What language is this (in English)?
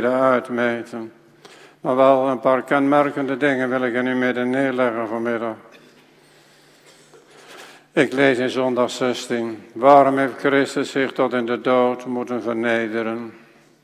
Dutch